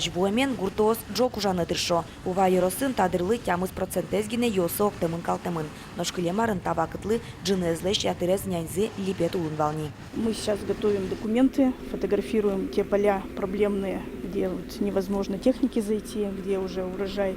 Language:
Udmurt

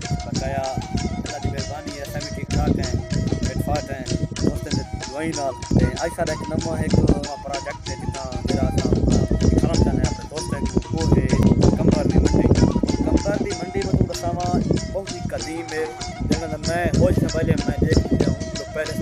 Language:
Saraiki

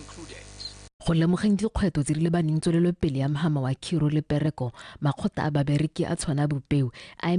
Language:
Tswana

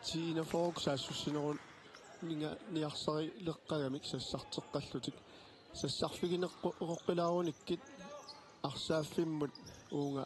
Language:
Kalaallisut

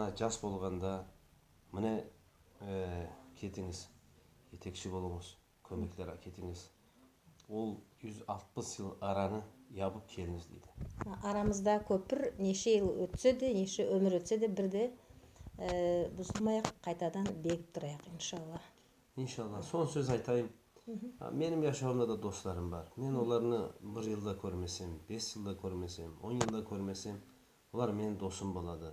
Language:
Nogai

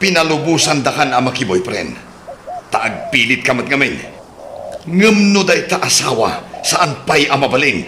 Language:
Iloko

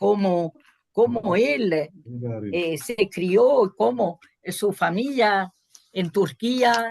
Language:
Ladino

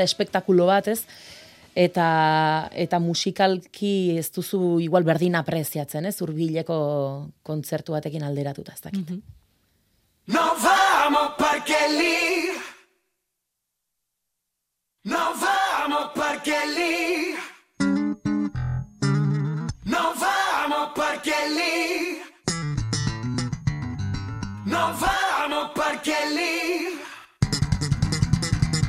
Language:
Basque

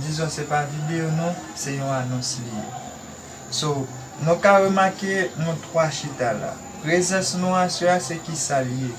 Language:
Haitian Creole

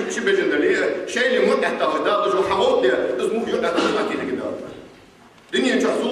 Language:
Ingush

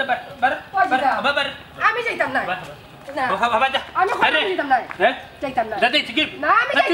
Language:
Sylheti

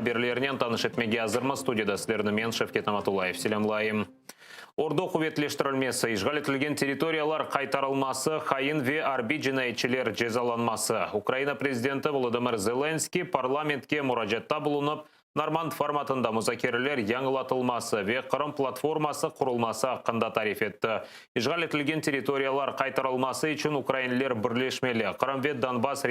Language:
Crimean Tatar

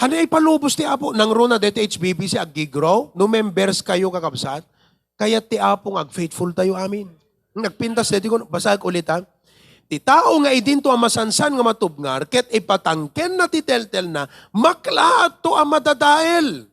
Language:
Iloko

